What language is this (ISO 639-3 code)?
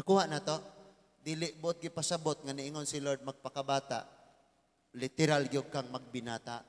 ceb